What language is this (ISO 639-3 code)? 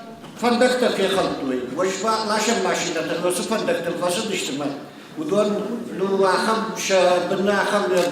oss